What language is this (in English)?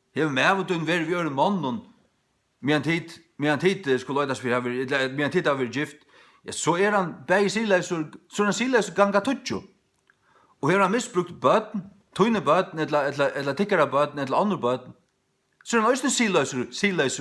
Faroese